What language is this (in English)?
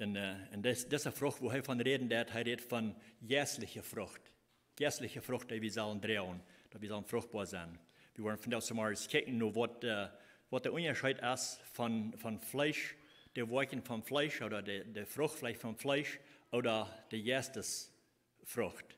Plautdietsch